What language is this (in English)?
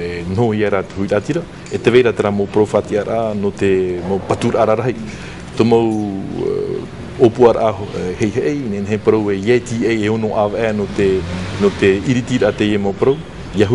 Tahitian